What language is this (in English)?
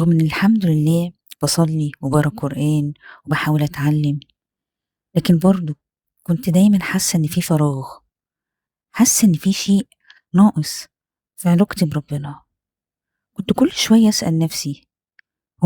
Egyptian Arabic